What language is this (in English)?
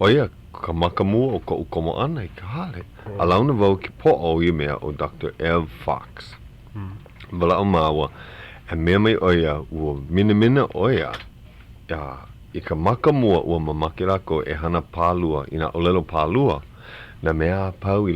Hawaiian